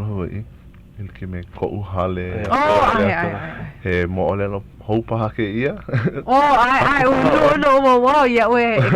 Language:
Hawaiian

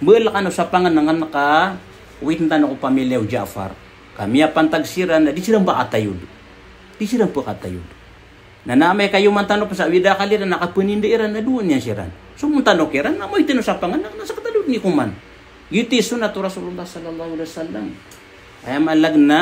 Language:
Maranao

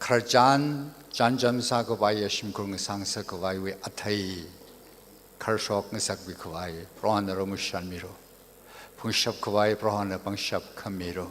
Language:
Tangkhul Naga (India)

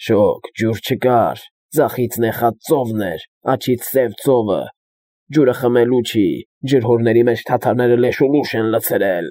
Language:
Armenian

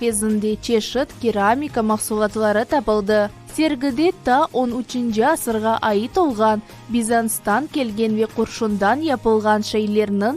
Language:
Crimean Tatar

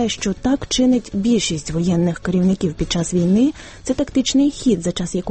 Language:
Ukrainian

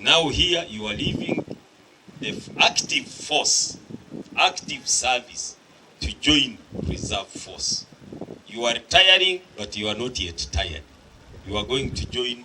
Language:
Nyankole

